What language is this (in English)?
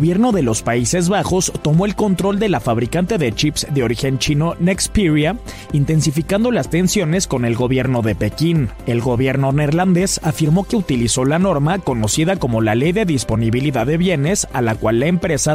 Spanish